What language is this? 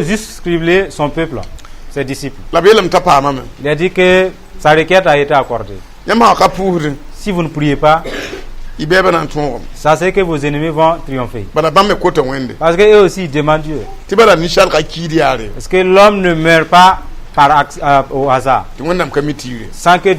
Mossi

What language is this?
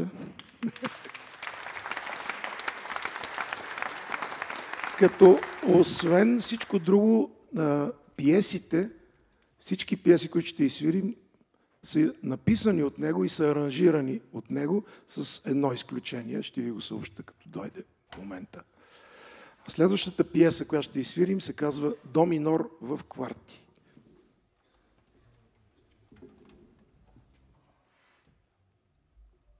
Bulgarian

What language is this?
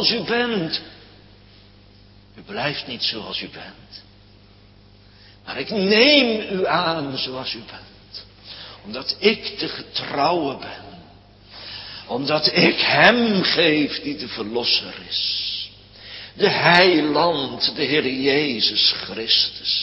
Dutch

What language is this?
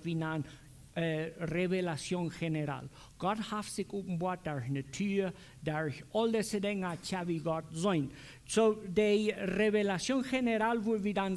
Plautdietsch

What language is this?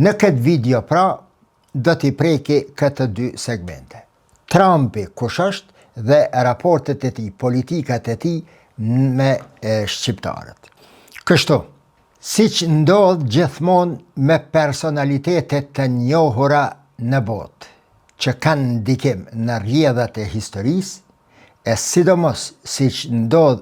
Albanian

